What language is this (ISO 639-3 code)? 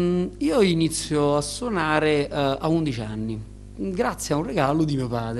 ita